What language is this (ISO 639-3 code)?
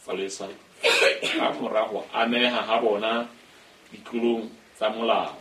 sot